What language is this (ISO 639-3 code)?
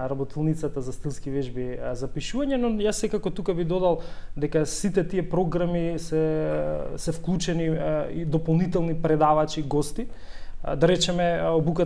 mkd